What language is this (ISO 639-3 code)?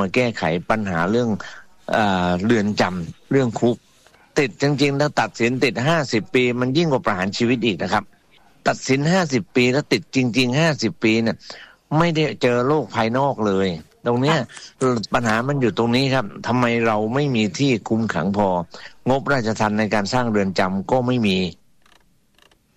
tha